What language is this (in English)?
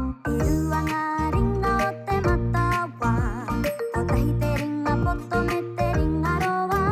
Māori